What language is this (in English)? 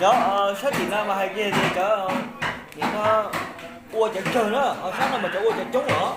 Hmong